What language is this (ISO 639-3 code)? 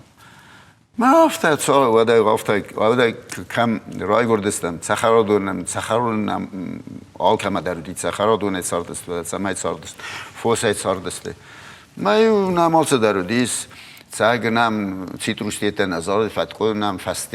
oss